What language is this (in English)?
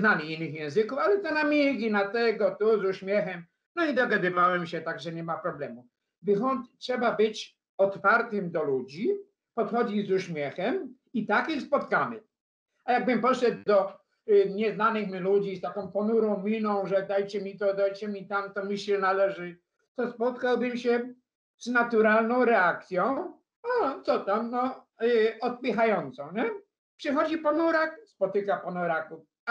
Polish